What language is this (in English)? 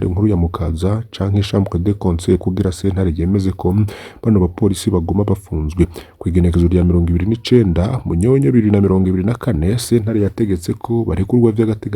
Rundi